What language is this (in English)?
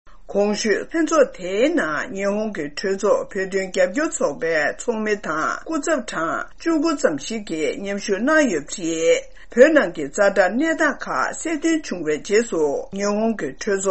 Tibetan